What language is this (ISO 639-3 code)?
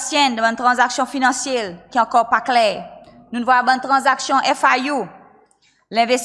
crs